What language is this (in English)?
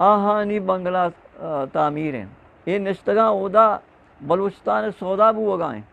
Eastern Balochi